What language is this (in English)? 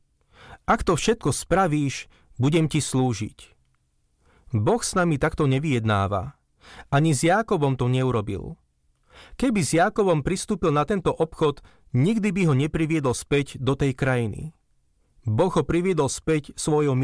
Slovak